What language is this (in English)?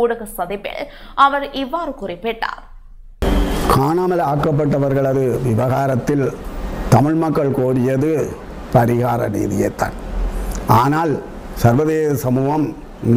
Tamil